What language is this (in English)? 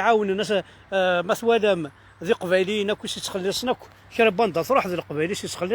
Kabyle